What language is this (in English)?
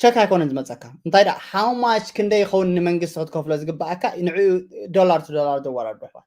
Tigrinya